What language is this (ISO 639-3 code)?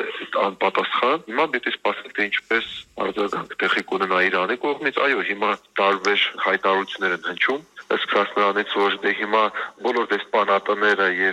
hye